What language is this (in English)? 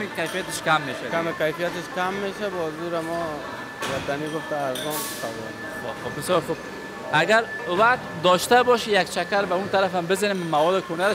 Persian